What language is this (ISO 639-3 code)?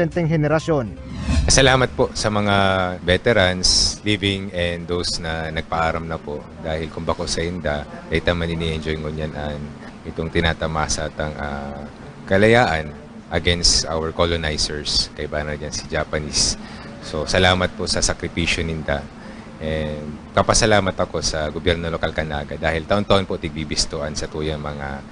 bik